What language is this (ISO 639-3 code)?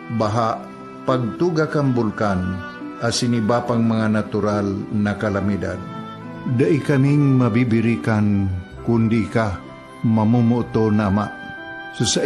bik